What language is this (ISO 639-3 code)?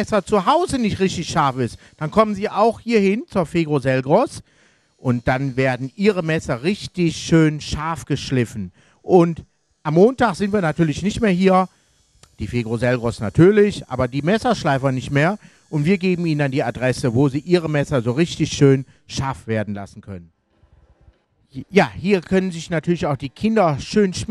deu